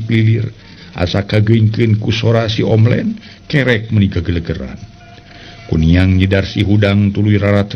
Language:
Sundanese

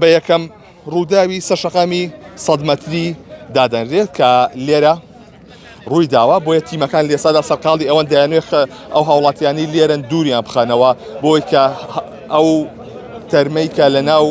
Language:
Central Kurdish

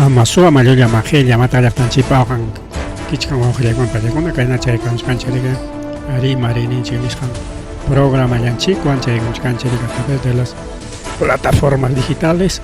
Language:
Ayacucho Quechua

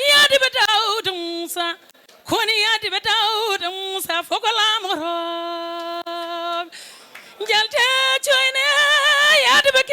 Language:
Fula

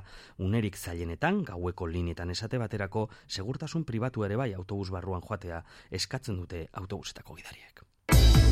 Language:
Basque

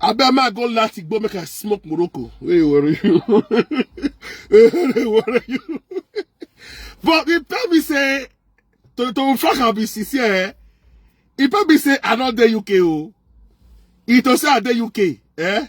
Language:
Nigerian Pidgin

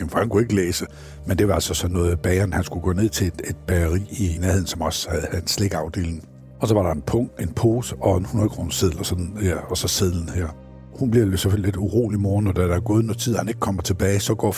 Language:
Danish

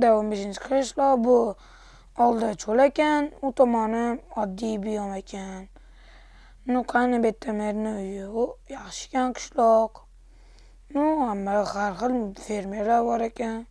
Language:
Uzbek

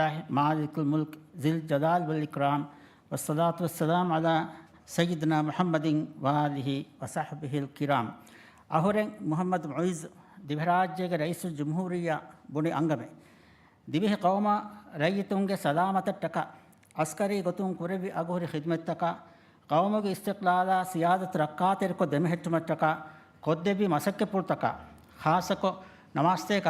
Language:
Divehi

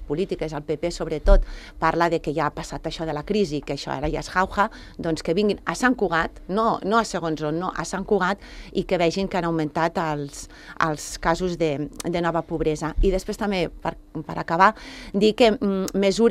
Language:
Catalan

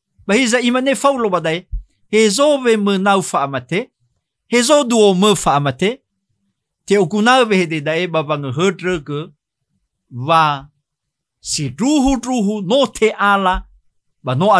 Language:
Nias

